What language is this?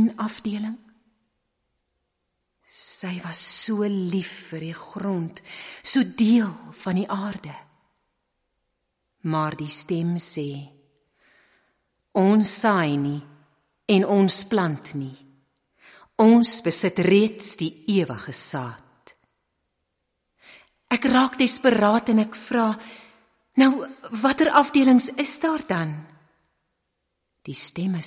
Afrikaans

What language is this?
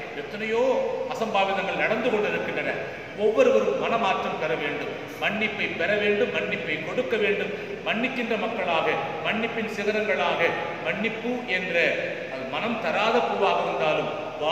Tamil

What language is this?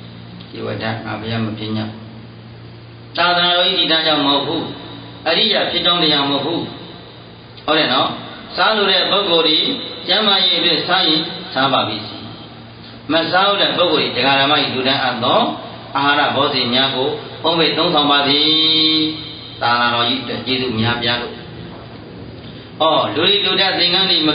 Burmese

